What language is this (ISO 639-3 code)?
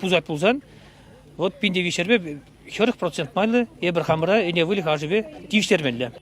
chv